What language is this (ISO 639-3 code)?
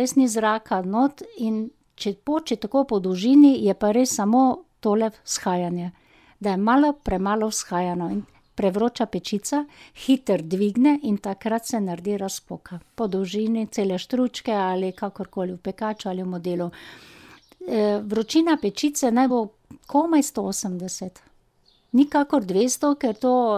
slv